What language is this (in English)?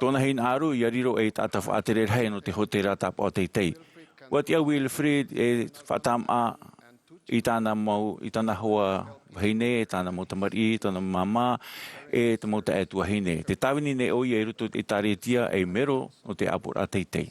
Tahitian